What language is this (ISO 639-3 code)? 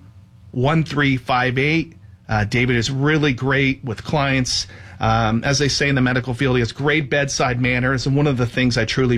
eng